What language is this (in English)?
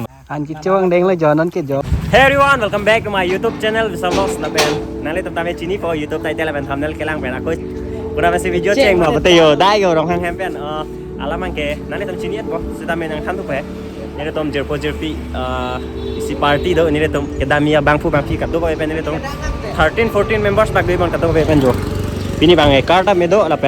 Karbi